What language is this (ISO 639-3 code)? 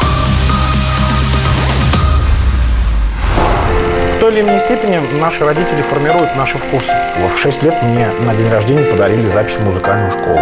rus